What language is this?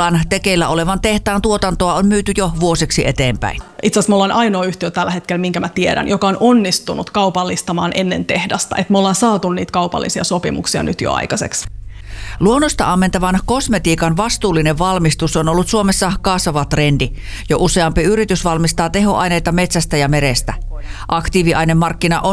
Finnish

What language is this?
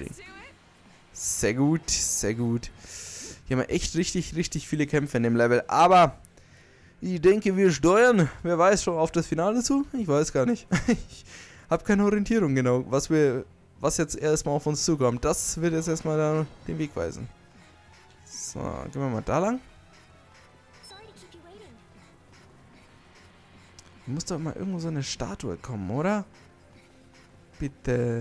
German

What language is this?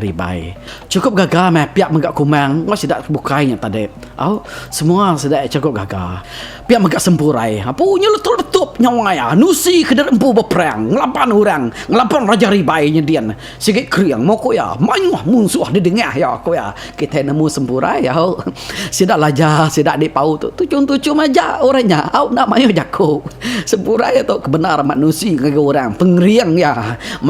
Iban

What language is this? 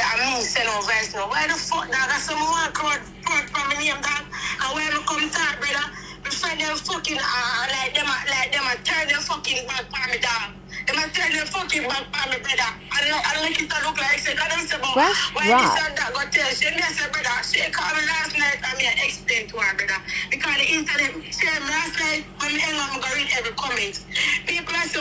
Jamaican Creole English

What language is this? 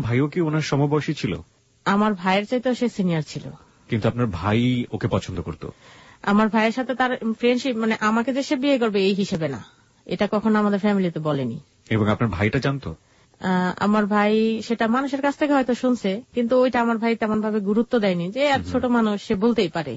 Bangla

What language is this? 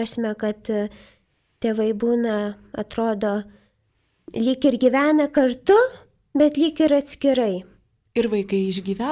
Lithuanian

